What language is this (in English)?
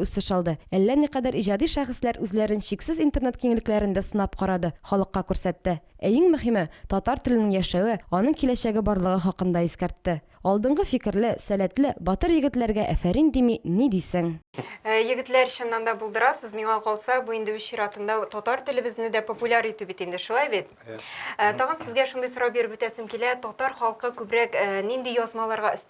Tatar